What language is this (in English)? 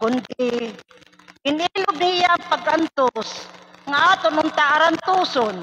Waray